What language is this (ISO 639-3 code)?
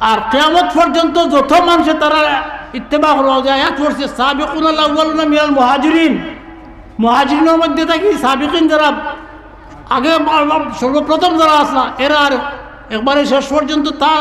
syl